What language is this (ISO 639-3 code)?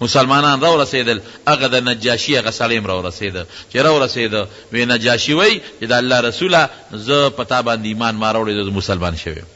pus